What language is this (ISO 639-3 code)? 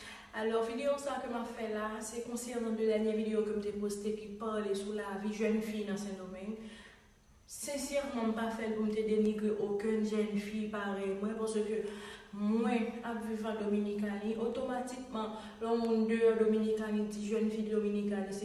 hat